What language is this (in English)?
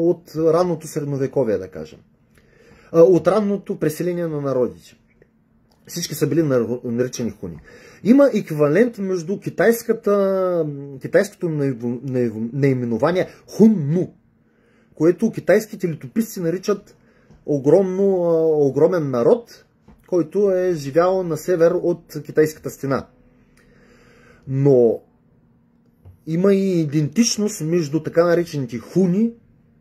Bulgarian